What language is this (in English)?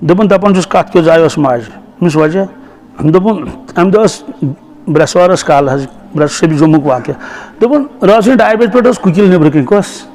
Kashmiri